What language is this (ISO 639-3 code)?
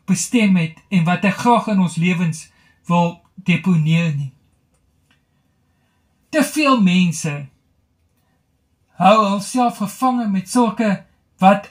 afr